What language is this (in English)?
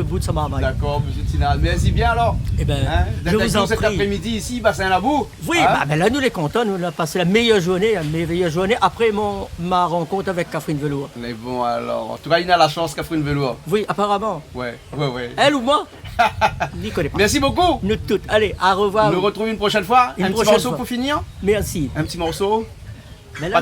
Réunion Creole French